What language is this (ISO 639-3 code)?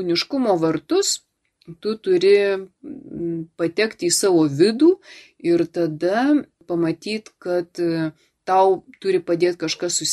lit